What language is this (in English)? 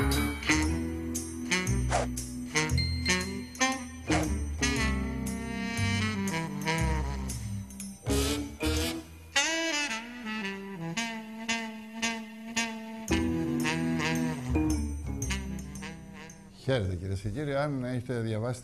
Greek